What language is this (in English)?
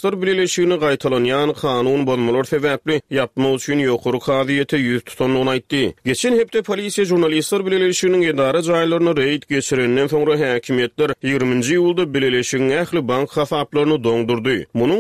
Turkmen